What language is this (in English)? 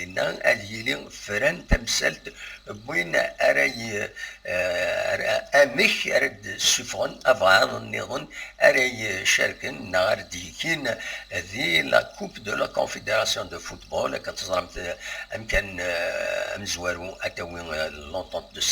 Kabyle